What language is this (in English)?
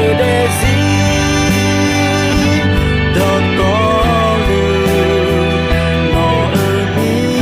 Akha